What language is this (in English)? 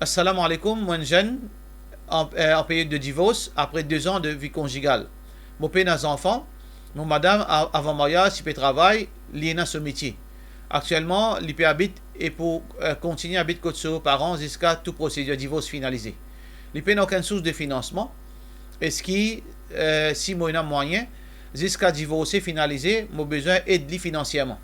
Morisyen